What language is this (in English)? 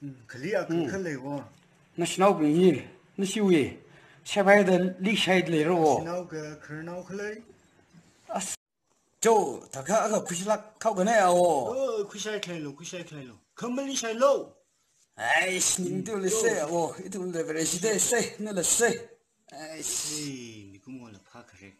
Tangkhul Naga (India)